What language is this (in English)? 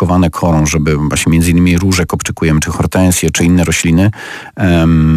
Polish